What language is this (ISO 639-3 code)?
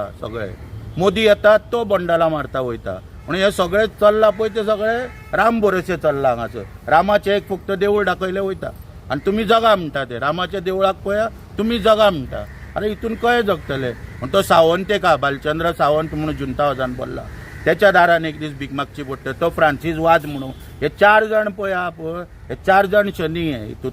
kok